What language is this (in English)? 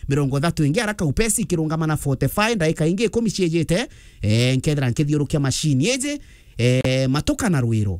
Meru